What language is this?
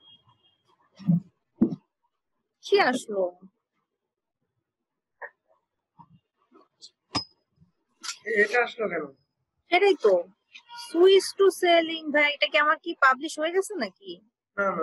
Bangla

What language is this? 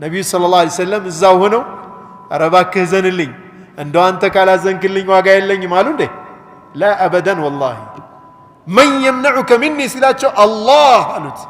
Amharic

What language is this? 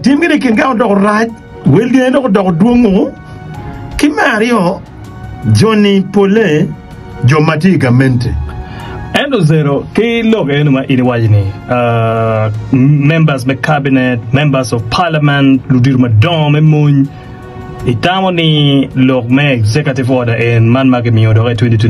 Acoli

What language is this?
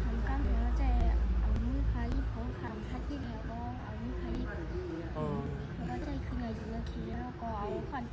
Shan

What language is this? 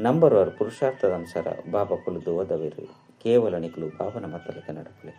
Tulu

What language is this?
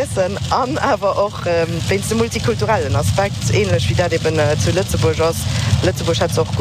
Luxembourgish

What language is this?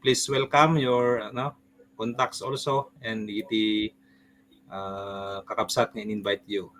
Iloko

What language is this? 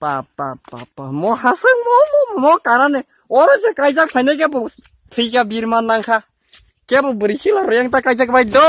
Kok Borok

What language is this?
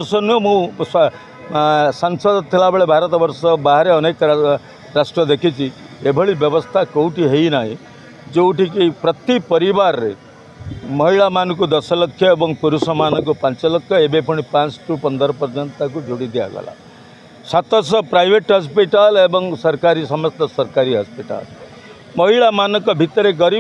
Odia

